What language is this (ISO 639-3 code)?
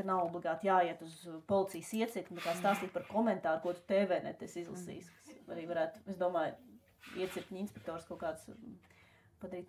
lav